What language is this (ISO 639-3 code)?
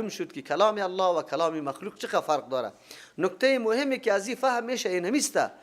fas